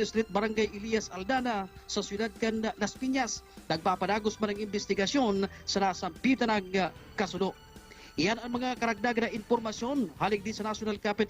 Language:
Bikol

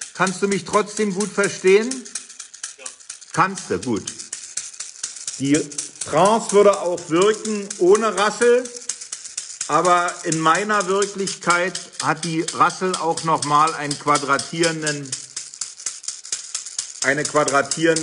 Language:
German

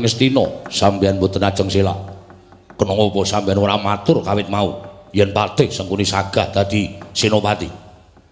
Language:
Javanese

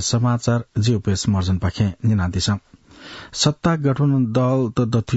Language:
Newari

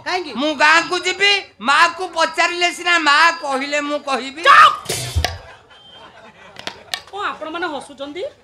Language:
Odia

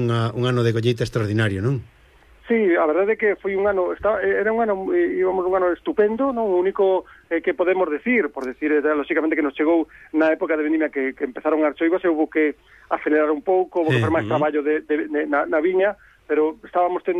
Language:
Galician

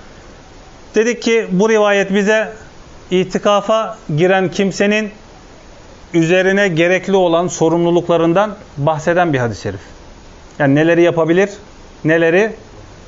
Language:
Turkish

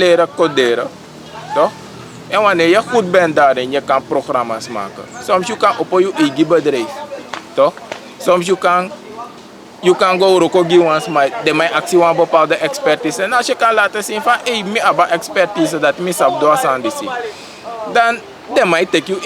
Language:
Sranan Tongo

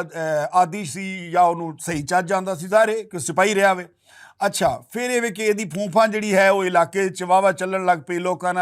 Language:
Western Panjabi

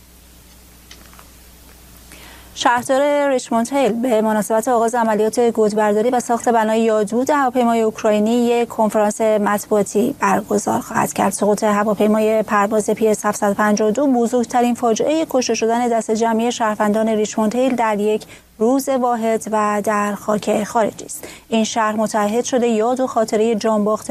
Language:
Persian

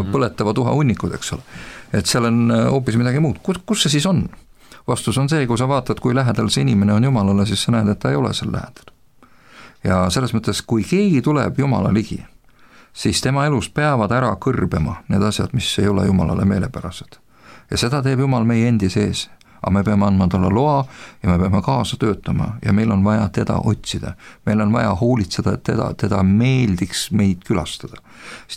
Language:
Estonian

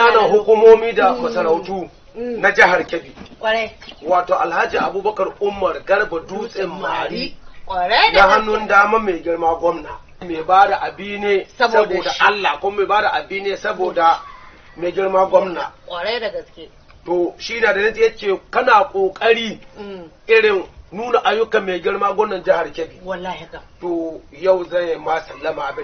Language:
Hausa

